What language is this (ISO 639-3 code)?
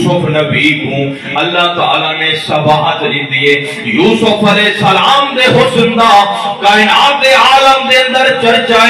skr